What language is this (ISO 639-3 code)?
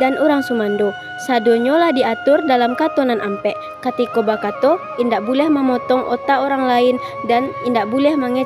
min